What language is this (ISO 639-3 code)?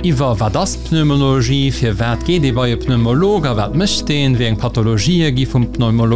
ltz